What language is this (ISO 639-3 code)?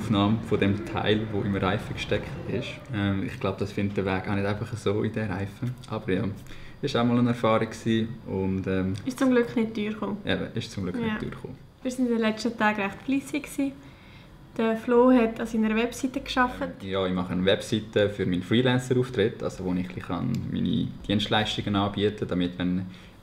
gsw